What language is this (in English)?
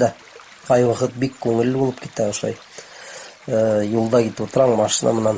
Bashkir